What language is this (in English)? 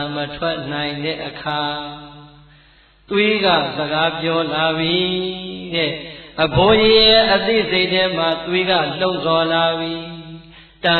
Burmese